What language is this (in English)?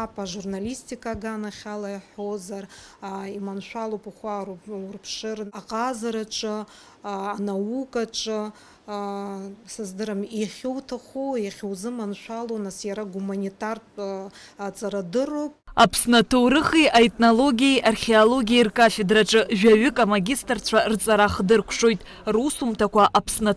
Abkhazian